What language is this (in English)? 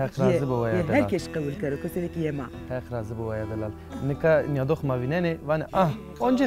Zaza